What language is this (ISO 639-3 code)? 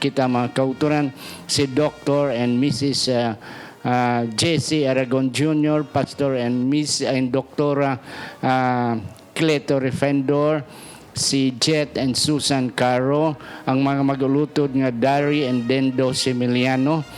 hil